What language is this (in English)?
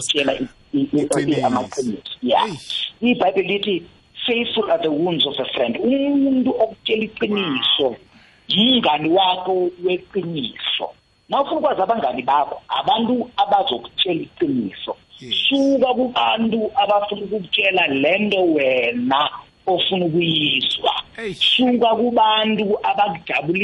South Ndebele